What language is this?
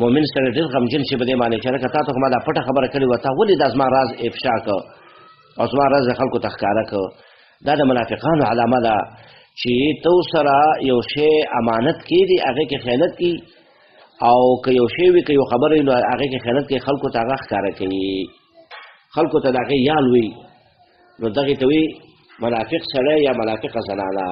Pashto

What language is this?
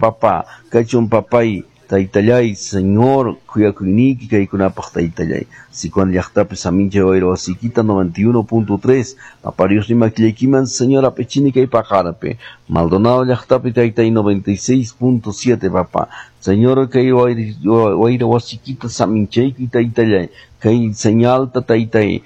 Quechua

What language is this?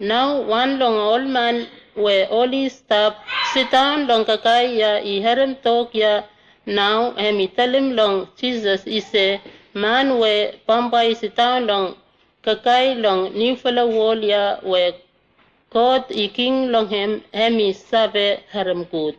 Bislama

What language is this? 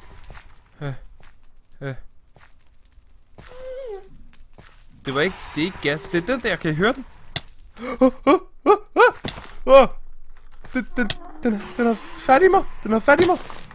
Danish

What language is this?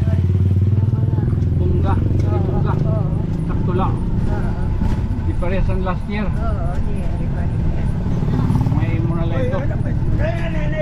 Waray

